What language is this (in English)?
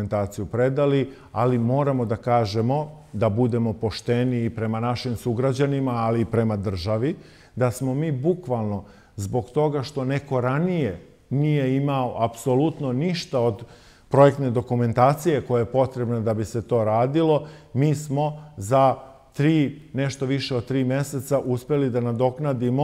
Serbian